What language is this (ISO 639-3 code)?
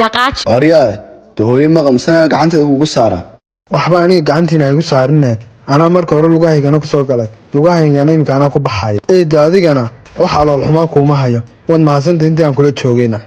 som